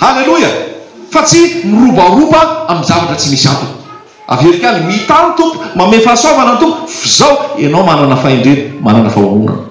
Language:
Malagasy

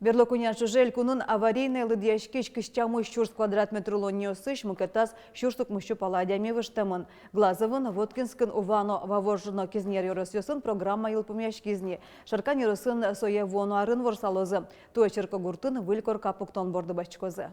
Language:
Udmurt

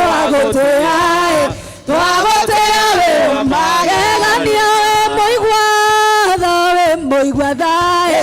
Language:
Kikuyu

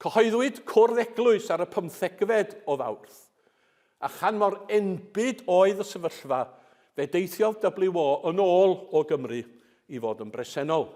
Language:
Welsh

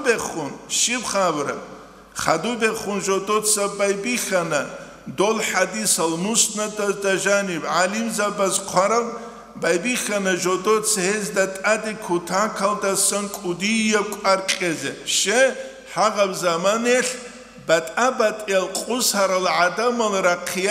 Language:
Avaric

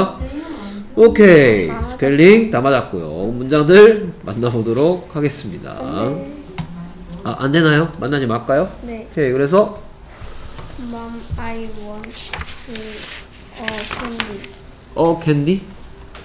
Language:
Korean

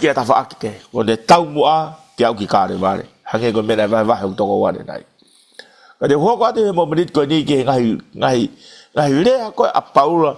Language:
Tongan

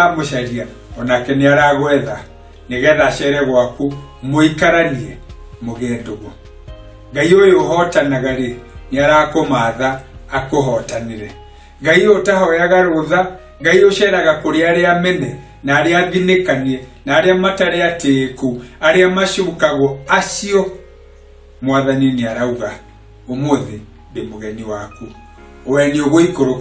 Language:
Kikuyu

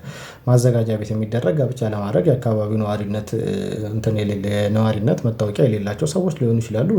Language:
Amharic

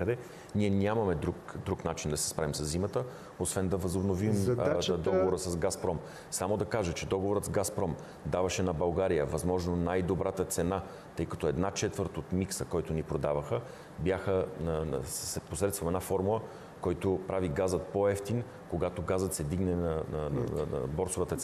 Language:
Bulgarian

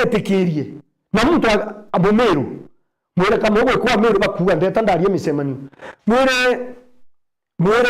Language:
Meru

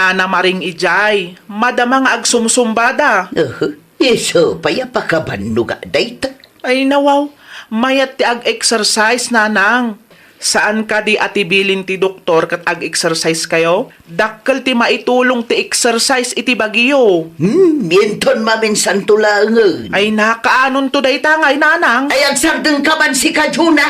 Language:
Iloko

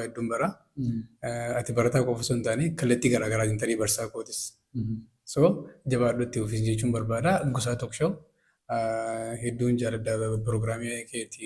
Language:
Oromo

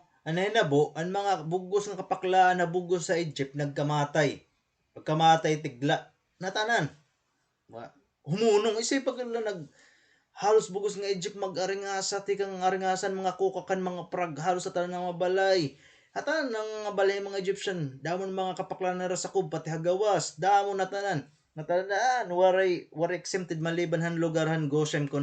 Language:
Waray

